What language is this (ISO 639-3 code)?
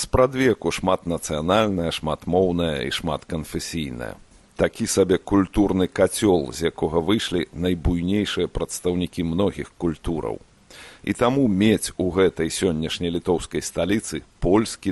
bel